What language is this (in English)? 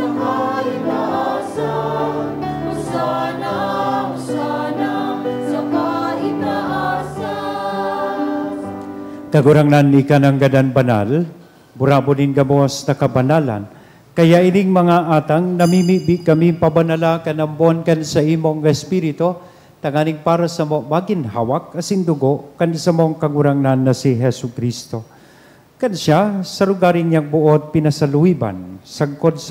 Bikol